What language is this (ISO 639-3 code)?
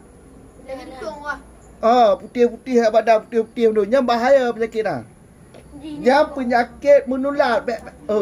ace